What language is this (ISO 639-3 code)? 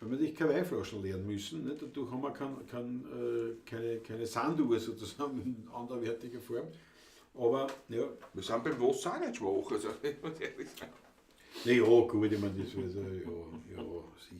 bar